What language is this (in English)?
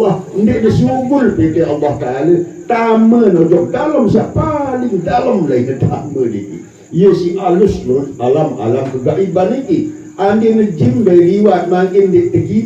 Sasak